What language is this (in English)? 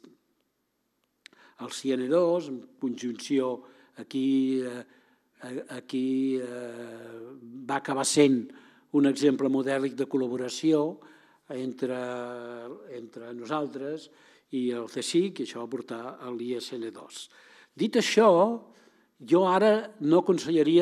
Catalan